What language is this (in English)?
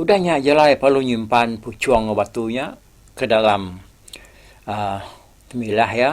Iban